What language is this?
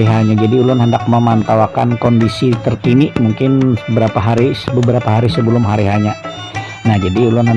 Banjar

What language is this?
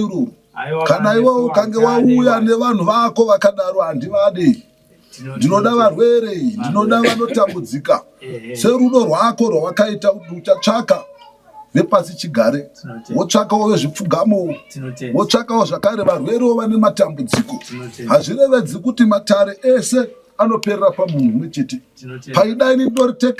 Shona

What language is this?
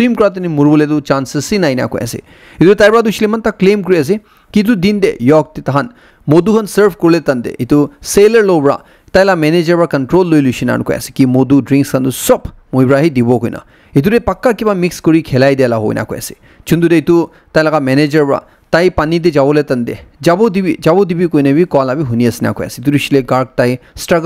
Naga Pidgin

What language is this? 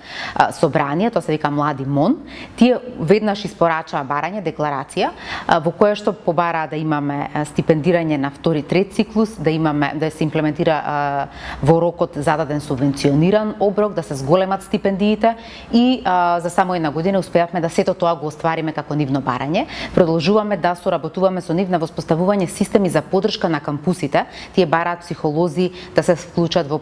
Macedonian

